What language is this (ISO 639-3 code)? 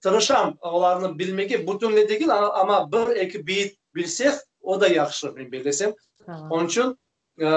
crh